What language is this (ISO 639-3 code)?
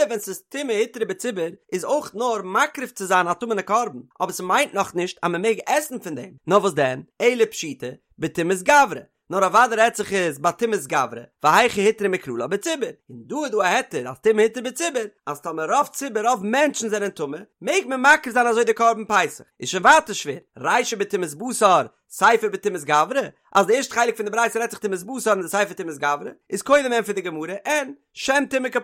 yid